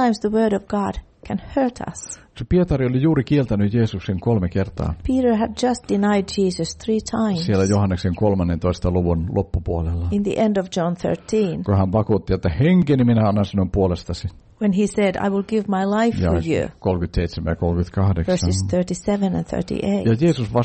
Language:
Finnish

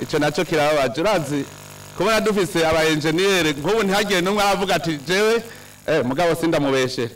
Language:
Rundi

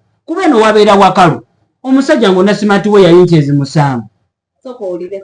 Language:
Ganda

